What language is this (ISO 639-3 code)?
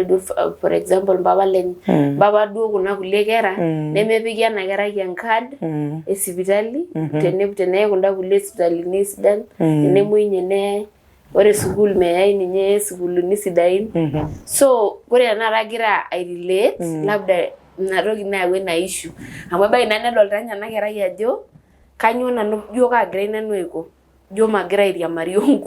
mas